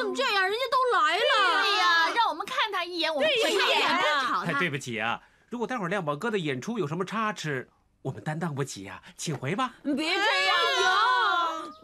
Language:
Chinese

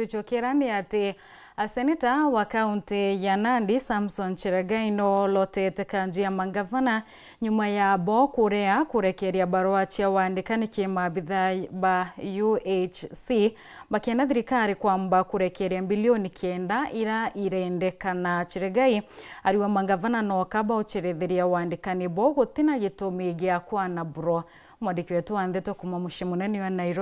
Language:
Meru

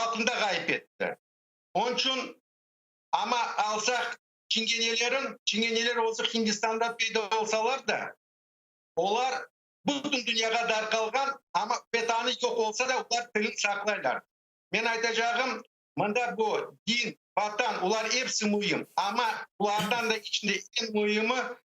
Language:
Crimean Tatar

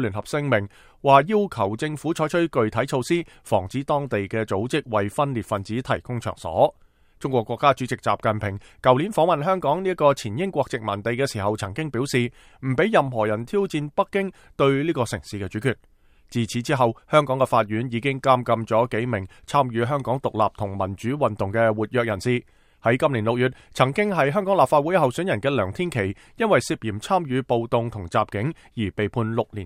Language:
Cantonese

